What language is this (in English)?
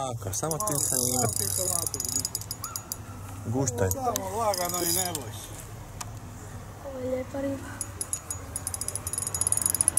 Croatian